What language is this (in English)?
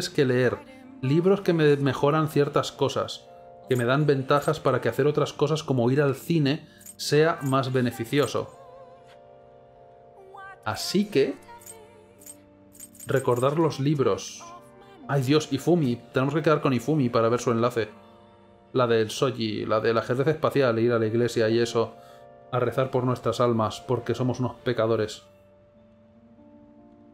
Spanish